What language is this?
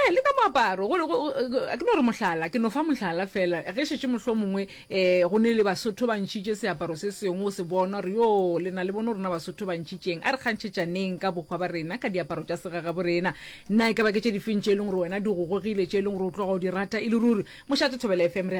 Northern Sotho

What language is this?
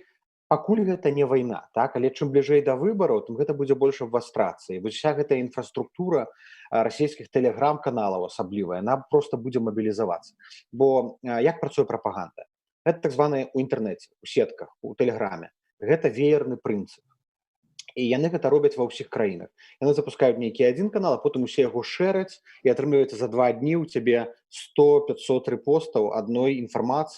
Belarusian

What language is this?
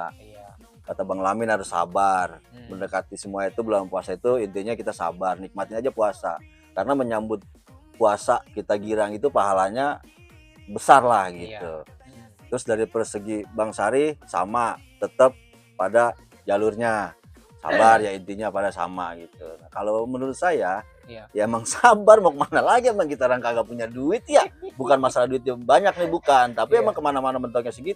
Betawi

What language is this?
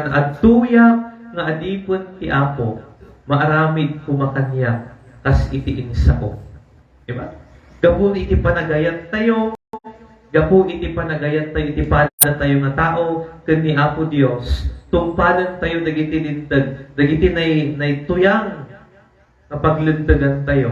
Iloko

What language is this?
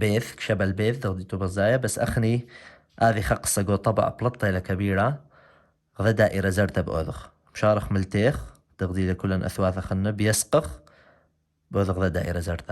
Assyrian Neo-Aramaic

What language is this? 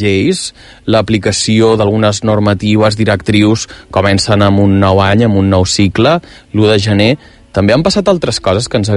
Catalan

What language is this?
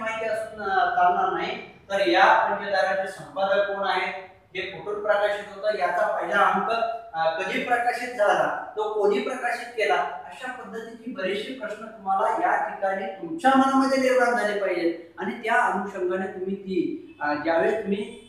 Marathi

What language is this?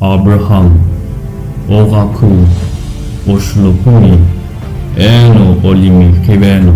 Sumi Naga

